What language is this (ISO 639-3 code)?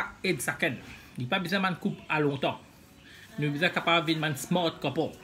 mfe